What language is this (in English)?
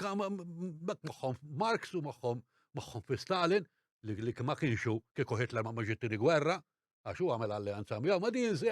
Maltese